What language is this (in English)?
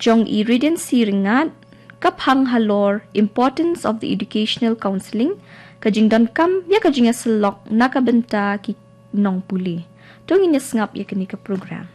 Khasi